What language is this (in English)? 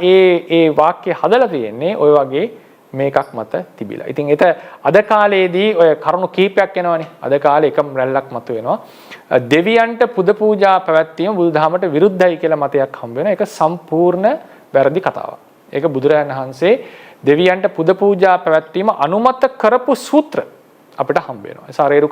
Sinhala